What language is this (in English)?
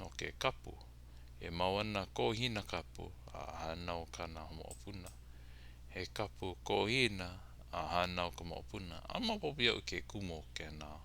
Hawaiian